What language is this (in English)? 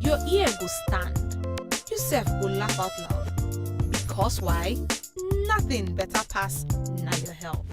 Nigerian Pidgin